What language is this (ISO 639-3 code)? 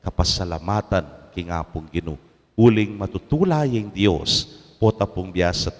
pam